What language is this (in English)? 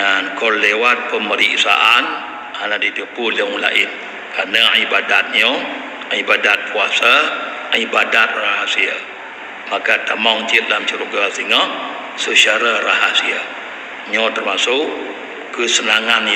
Achinese